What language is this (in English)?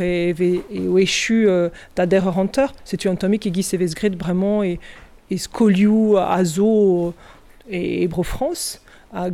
Breton